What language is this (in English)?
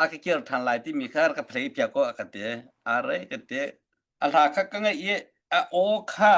Hakha Chin